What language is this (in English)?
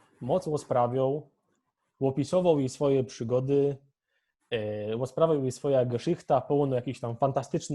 Silesian